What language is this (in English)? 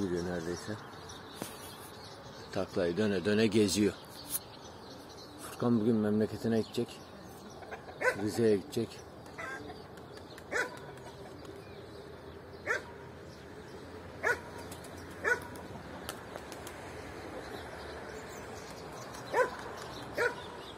Turkish